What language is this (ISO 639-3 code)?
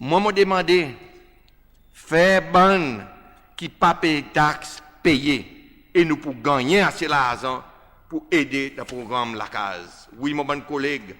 crs